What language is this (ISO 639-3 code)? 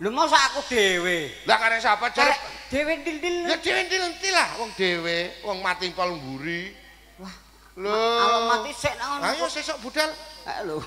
jav